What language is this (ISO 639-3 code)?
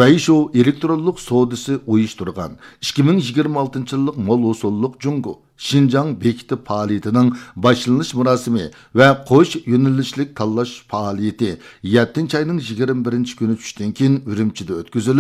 uig